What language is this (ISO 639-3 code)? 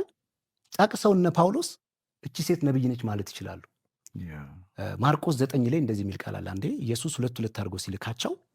amh